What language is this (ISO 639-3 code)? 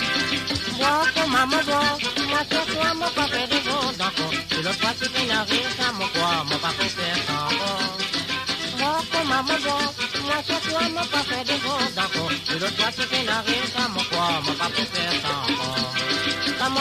mfe